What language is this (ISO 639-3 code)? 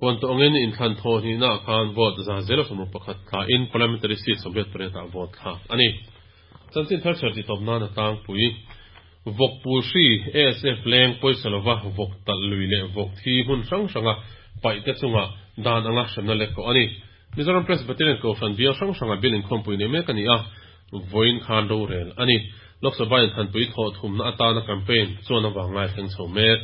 lus